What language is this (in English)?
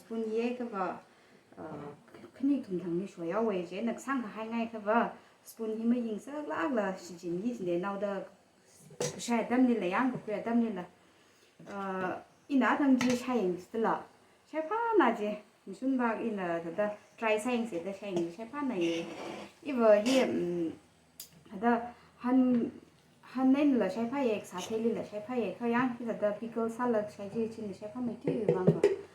Tangkhul Naga (India)